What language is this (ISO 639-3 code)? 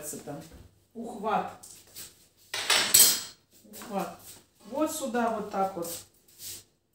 rus